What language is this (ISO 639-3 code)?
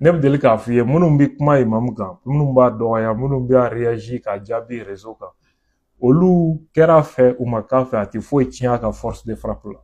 bam